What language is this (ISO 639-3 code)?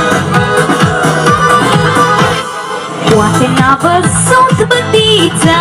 ron